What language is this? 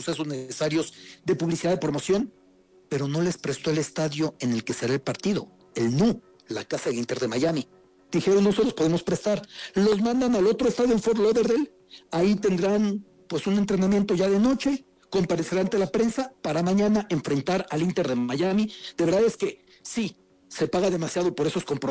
Spanish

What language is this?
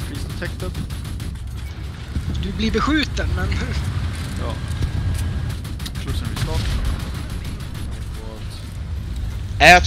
Swedish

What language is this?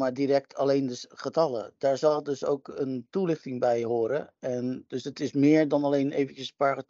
Dutch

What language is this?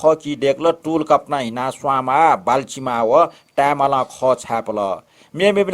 Newari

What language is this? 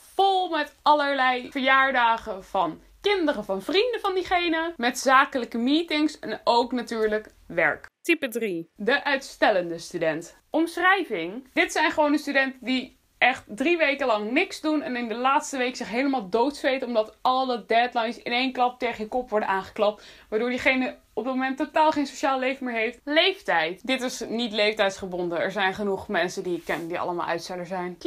Dutch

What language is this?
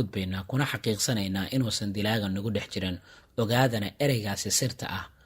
Somali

